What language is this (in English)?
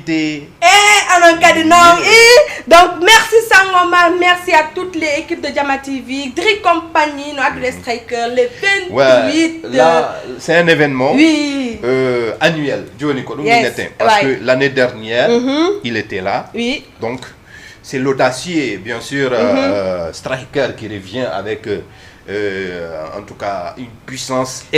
Fula